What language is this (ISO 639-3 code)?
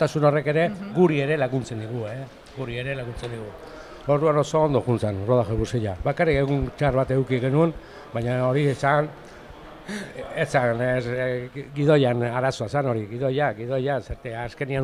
eus